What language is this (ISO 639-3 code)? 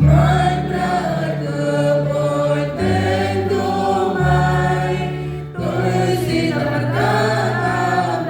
cmo